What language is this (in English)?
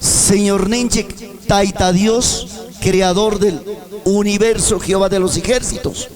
Ayacucho Quechua